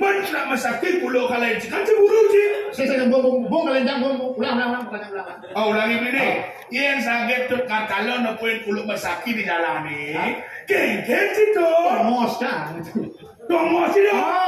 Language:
Balinese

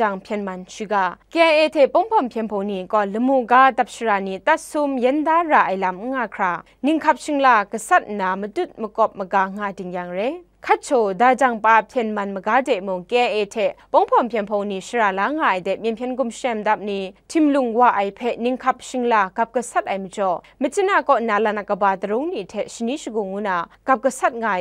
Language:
Kachin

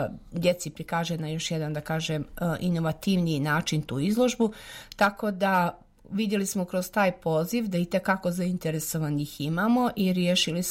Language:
Serbian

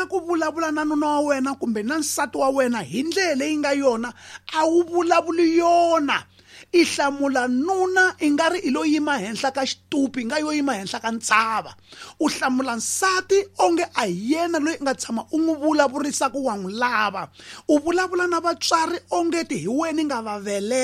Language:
Tsonga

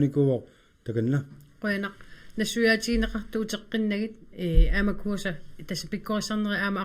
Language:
Kalaallisut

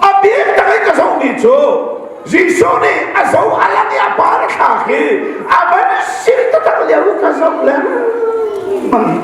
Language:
Hakha Chin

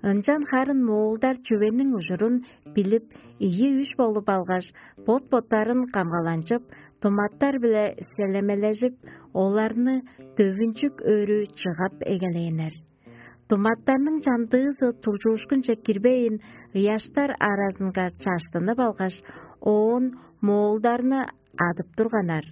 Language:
Tuvinian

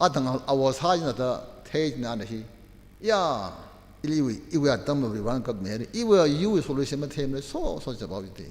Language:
Tangkhul Naga (India)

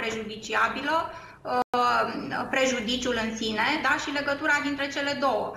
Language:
Romanian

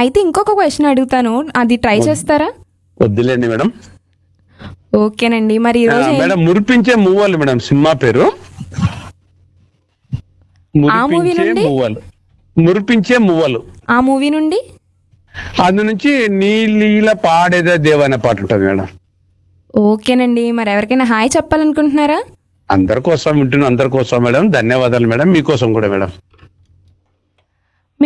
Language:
Telugu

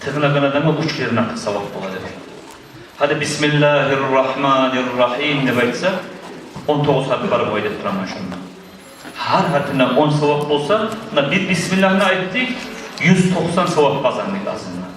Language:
Kumyk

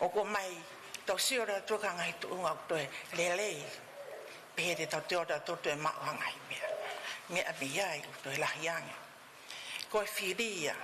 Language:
Tongan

